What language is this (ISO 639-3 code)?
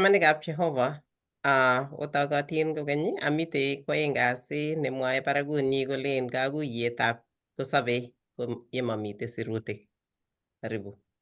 kln